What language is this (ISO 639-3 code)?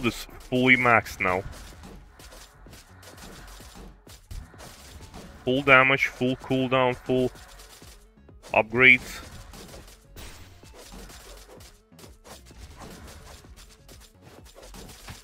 eng